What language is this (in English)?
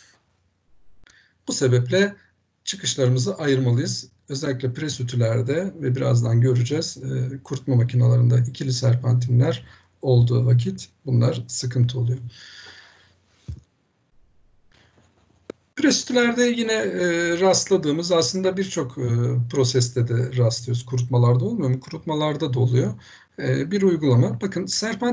Turkish